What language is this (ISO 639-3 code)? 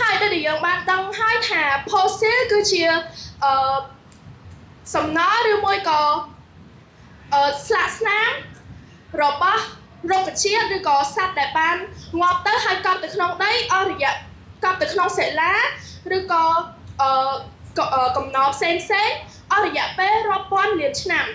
khm